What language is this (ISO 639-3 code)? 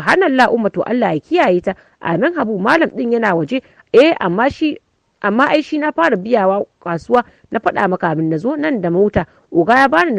hau